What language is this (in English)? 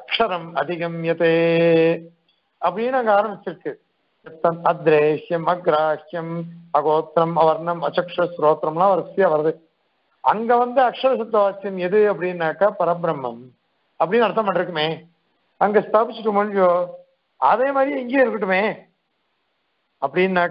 Tamil